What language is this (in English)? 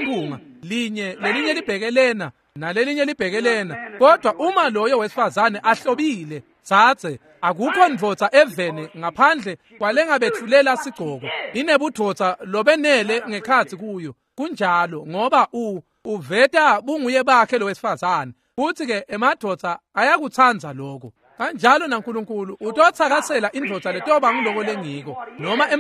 Swati